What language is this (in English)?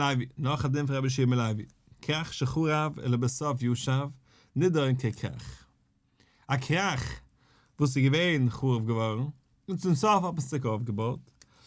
Yiddish